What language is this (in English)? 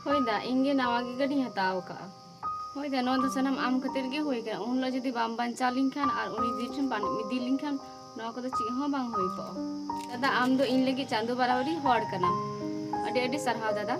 Santali